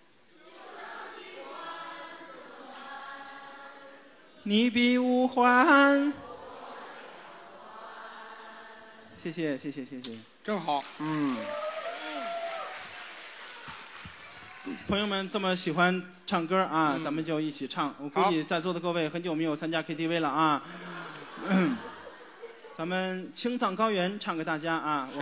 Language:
Chinese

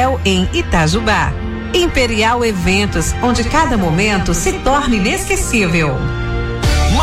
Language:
Portuguese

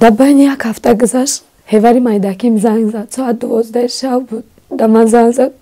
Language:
Tajik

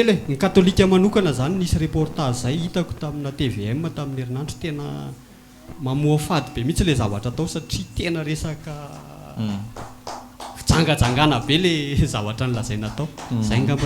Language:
Malagasy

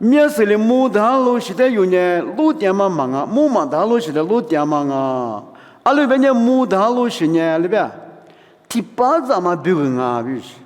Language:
Lisu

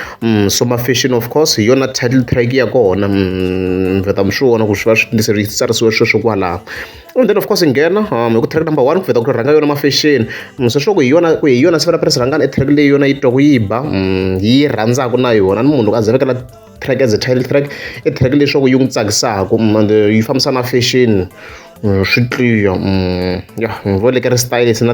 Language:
Tsonga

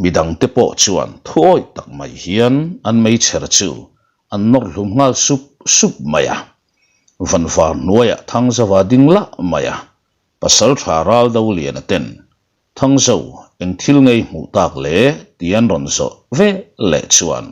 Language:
Mizo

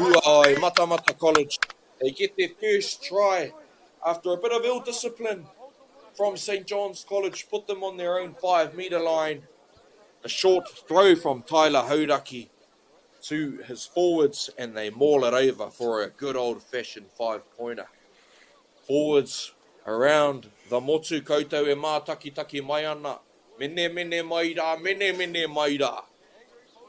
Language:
Māori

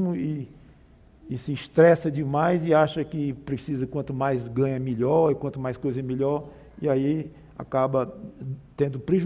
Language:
Portuguese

